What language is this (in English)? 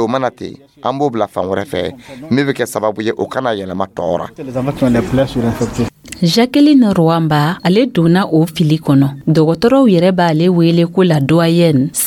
Dyula